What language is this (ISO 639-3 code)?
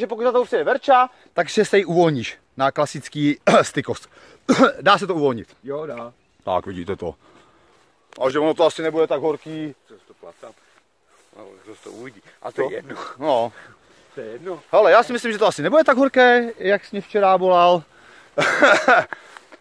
ces